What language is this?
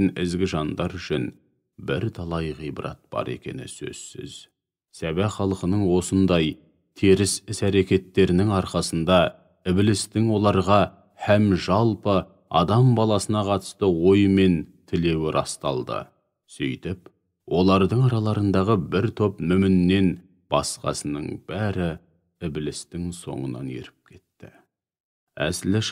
Kazakh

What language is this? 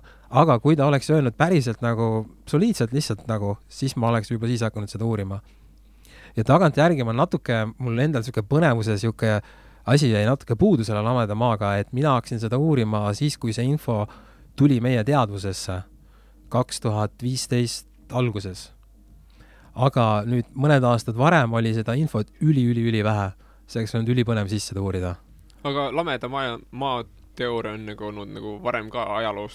Estonian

